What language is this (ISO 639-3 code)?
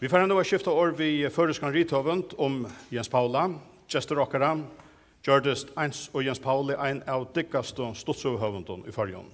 fao